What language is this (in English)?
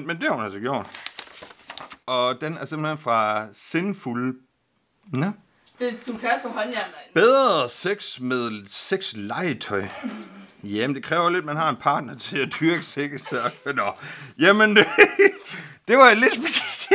Danish